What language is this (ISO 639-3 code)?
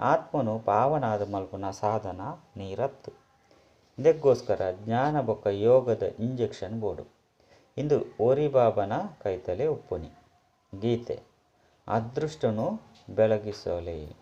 tcy